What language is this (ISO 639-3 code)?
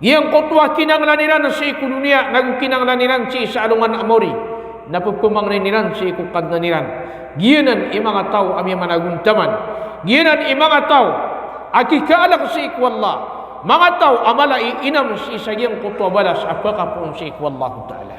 mrw